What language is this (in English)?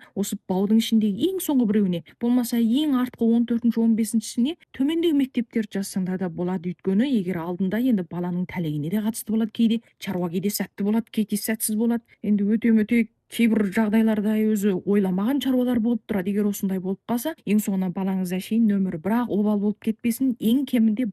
Kazakh